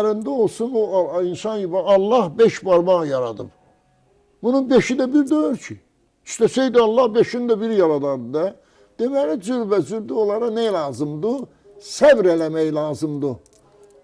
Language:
Azerbaijani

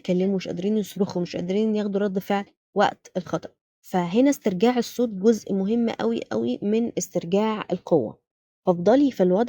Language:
Egyptian Arabic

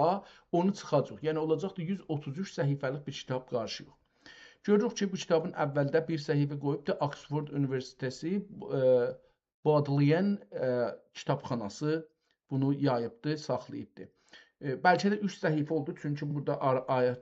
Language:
South Azerbaijani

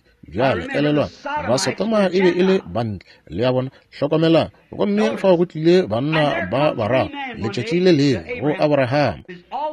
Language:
Northern Sotho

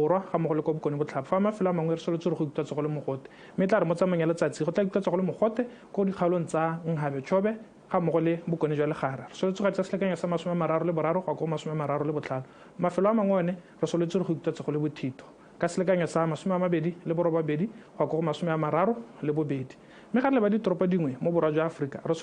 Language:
Tswana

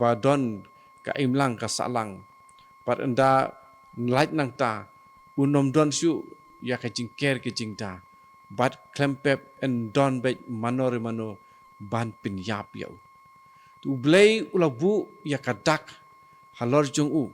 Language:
Khasi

